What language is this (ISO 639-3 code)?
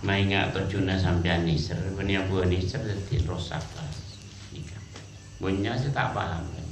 mad